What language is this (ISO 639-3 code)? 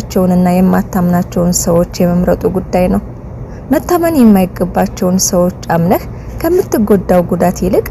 amh